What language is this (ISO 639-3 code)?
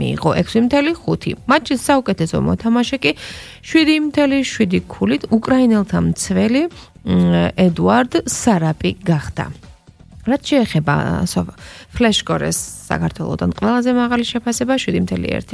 kat